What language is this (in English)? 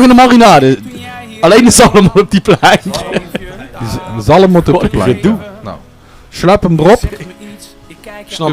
Limburgish